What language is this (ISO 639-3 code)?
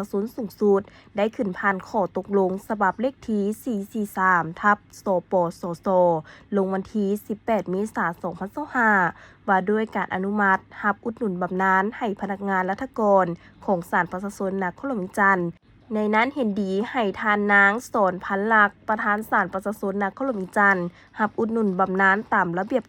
lao